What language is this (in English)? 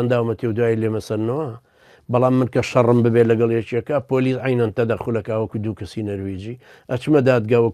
Central Kurdish